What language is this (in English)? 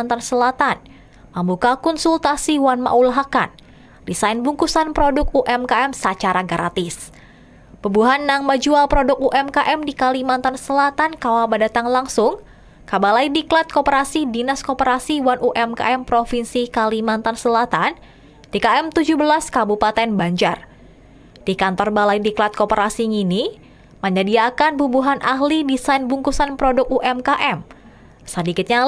Banjar